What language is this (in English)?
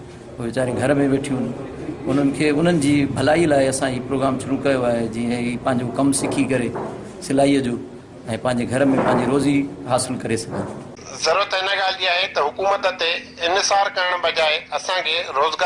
Sindhi